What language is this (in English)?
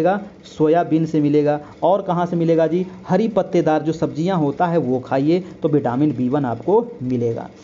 Hindi